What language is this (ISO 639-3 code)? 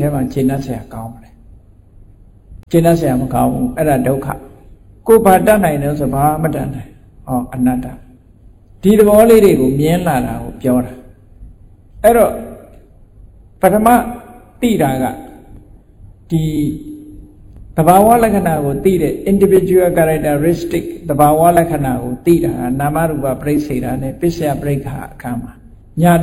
mya